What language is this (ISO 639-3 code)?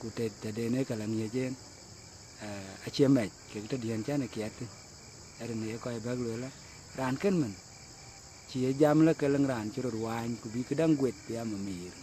din